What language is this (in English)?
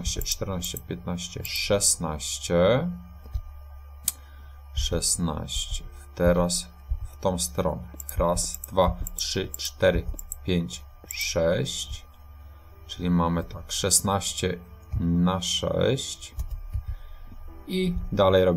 Polish